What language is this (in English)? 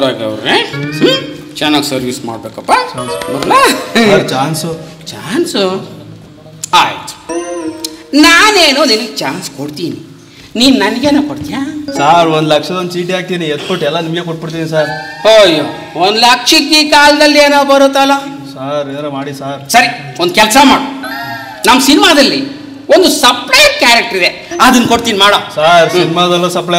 Kannada